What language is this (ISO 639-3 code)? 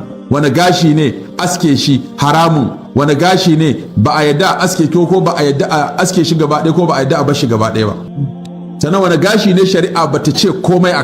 hau